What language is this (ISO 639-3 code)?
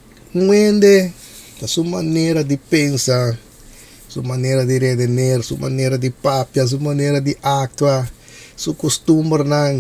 pap